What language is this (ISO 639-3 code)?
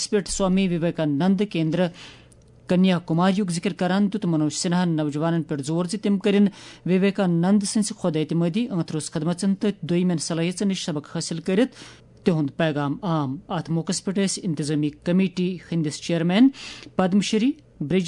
kas